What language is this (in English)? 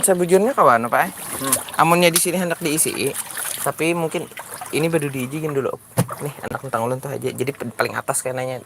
Banjar